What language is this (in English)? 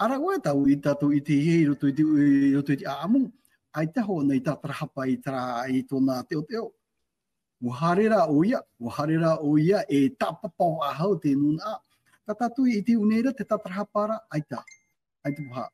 Tahitian